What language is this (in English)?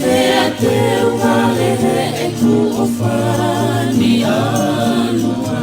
Tongan